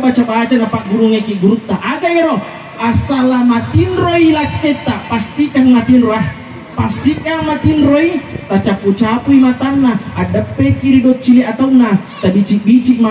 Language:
Buginese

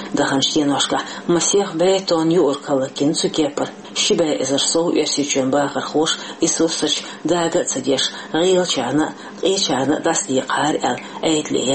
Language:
Chechen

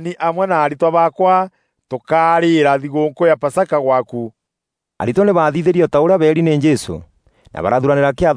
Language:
Meru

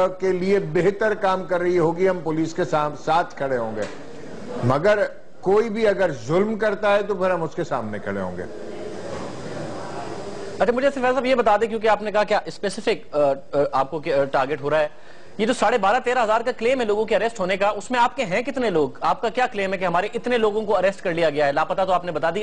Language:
Urdu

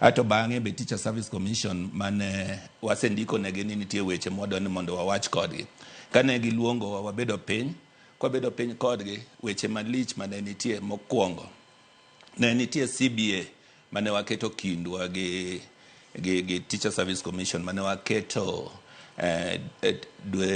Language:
Luo (Kenya and Tanzania)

